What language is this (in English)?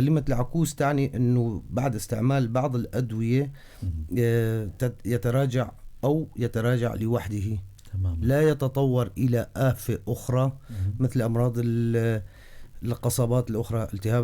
North Levantine Arabic